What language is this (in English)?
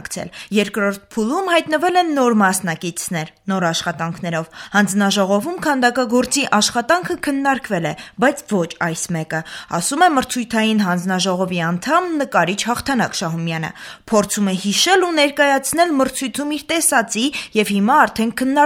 Armenian